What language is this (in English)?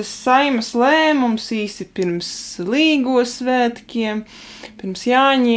Latvian